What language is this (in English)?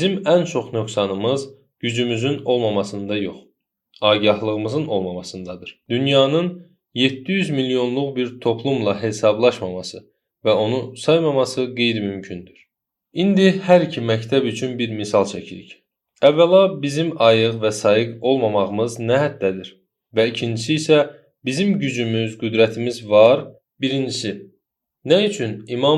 Azerbaijani